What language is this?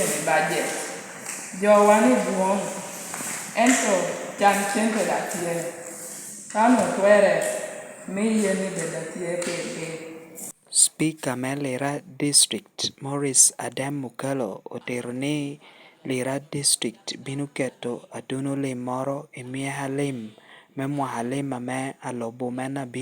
Lango (Uganda)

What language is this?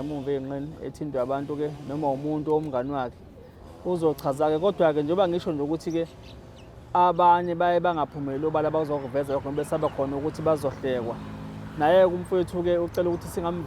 Zulu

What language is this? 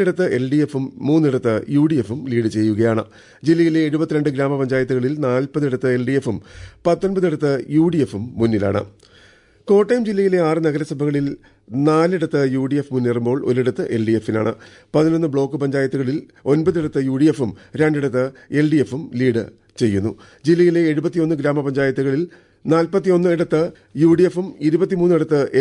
Malayalam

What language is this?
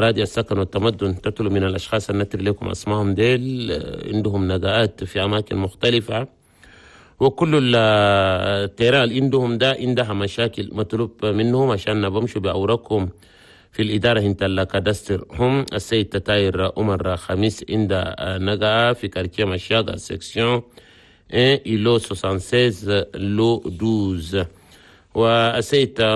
Chadian Arabic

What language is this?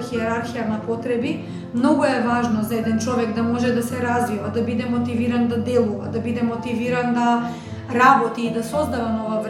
Macedonian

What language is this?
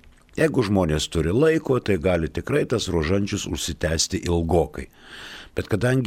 Lithuanian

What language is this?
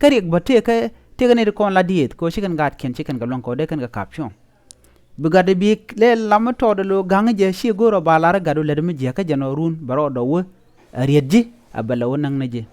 Nuer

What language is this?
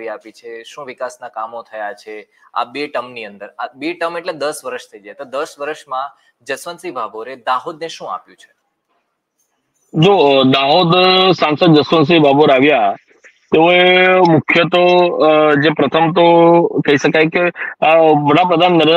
Gujarati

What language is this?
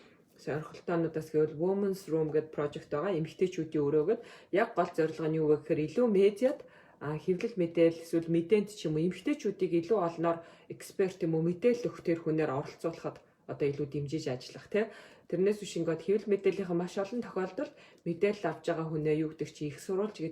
Mongolian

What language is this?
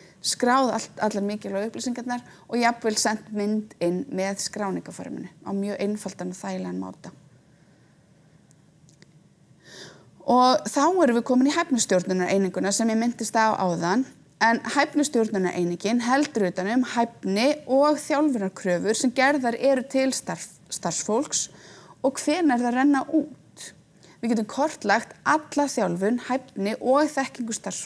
Icelandic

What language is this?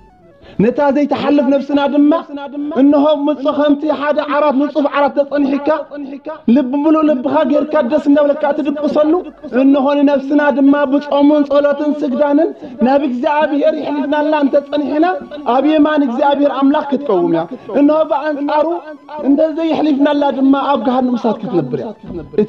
Tigrinya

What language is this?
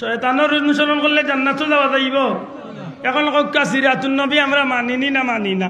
Sylheti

